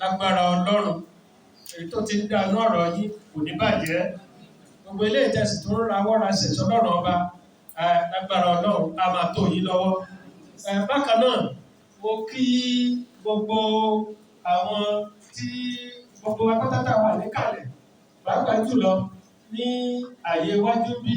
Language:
Yoruba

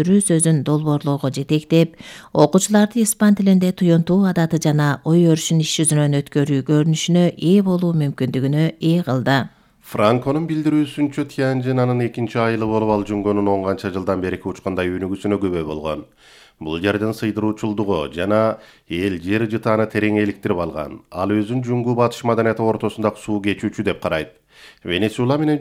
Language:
Kyrgyz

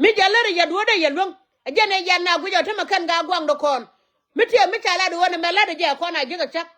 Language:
Nuer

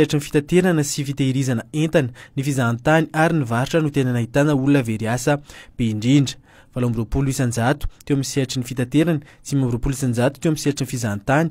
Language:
Malagasy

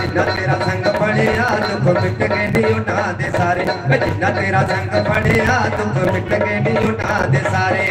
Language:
Dogri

